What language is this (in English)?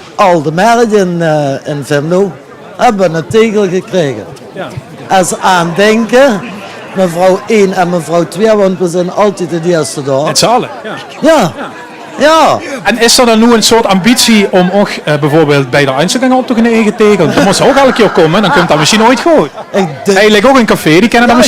Limburgish